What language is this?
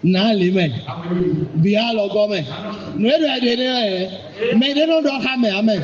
Fon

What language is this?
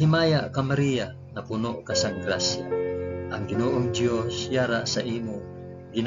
Hiligaynon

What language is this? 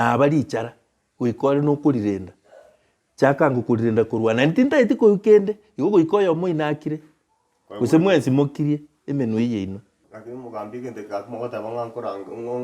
Gusii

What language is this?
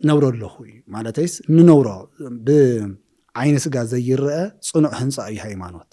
Tigrinya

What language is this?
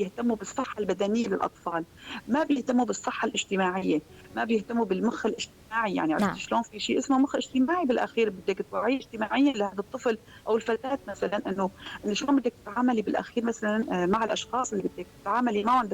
North Levantine Arabic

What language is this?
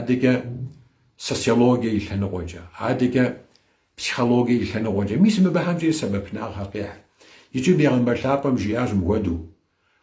Kabardian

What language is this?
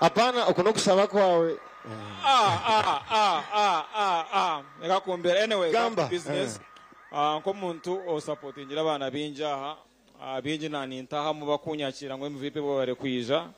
Nyankole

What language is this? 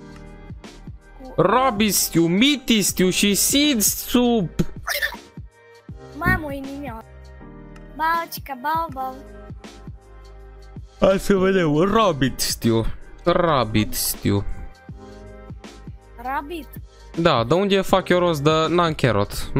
Romanian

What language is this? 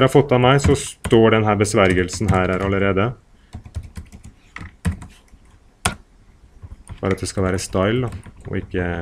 Norwegian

